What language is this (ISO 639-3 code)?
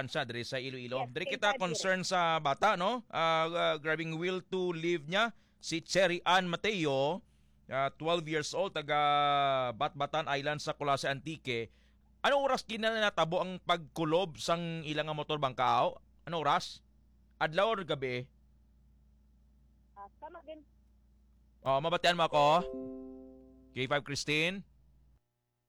hil